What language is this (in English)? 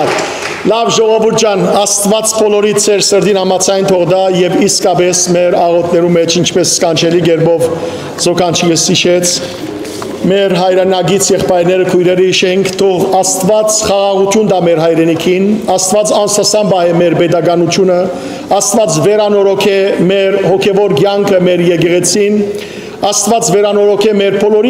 Western Armenian